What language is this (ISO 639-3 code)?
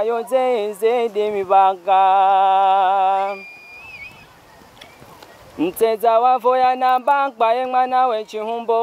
swa